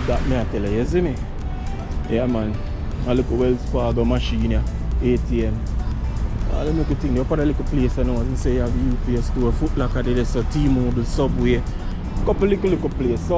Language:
Jamaican Creole English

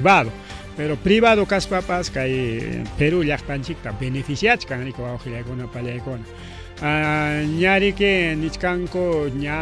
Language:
Ayacucho Quechua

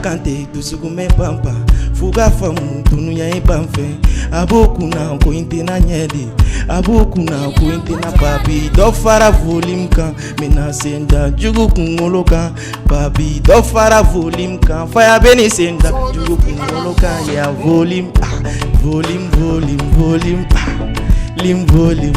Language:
Bambara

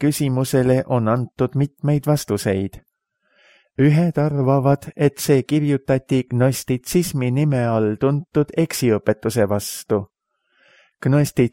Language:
Estonian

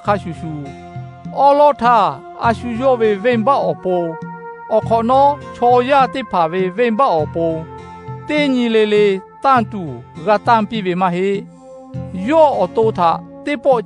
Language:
Lahu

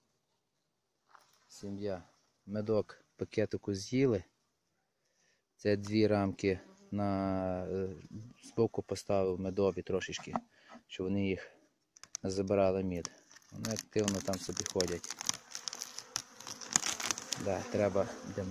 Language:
Ukrainian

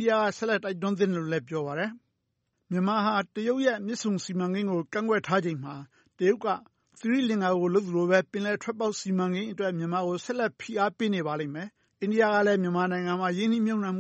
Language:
Burmese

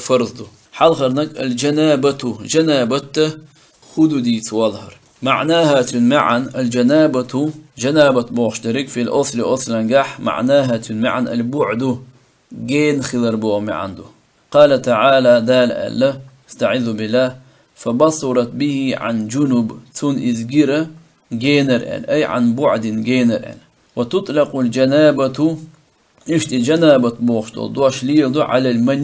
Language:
Chechen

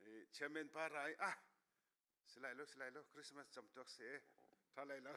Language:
Hakha Chin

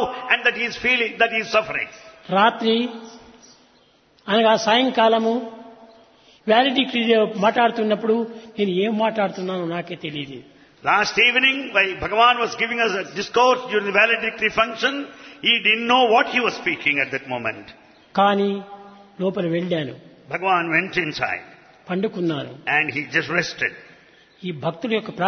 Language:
Telugu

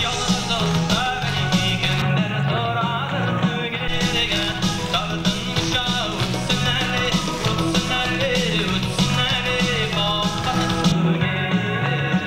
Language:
Bashkir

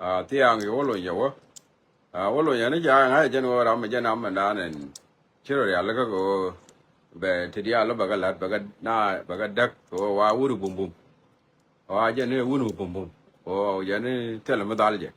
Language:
Nuer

